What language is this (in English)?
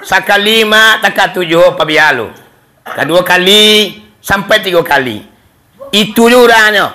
Minangkabau